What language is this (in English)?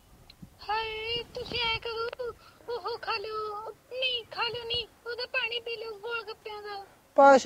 Punjabi